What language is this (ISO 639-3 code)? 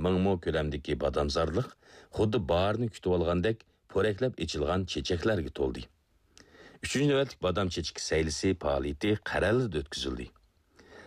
uig